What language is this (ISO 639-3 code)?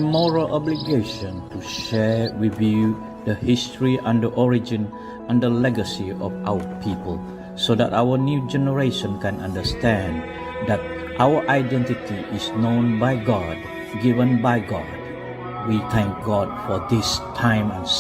dtp